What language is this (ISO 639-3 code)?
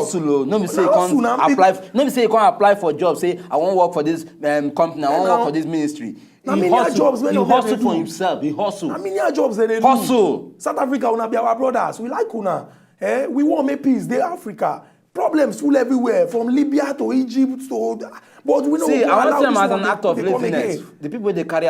pcm